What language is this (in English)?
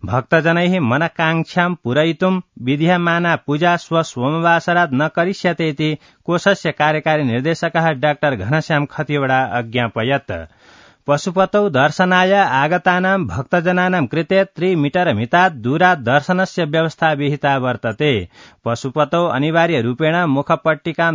Sanskrit